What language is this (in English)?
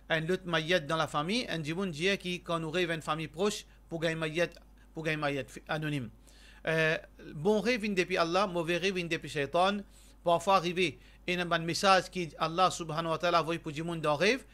Morisyen